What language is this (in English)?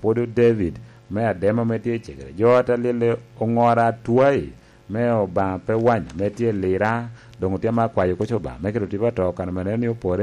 Lango (Uganda)